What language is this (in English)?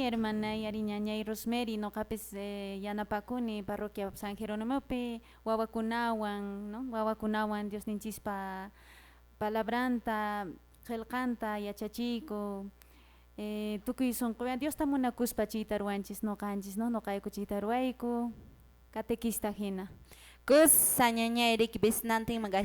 Quechua